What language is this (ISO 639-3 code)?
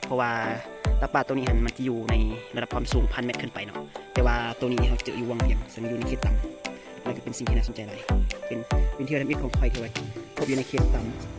lao